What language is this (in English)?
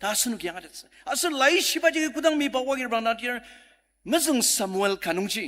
Ao Naga